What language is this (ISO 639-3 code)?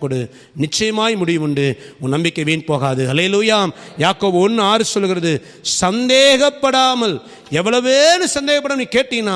tam